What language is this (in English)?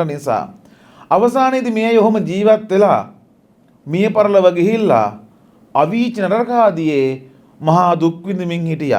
Sinhala